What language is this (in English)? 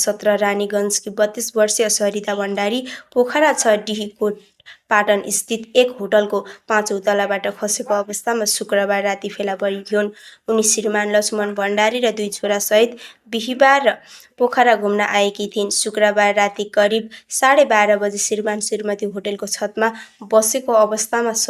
Nepali